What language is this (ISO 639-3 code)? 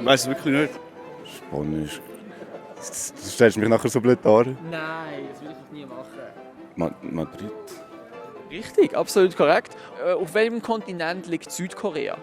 gsw